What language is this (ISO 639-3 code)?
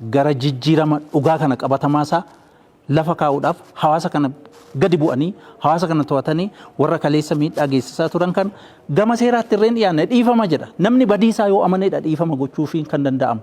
orm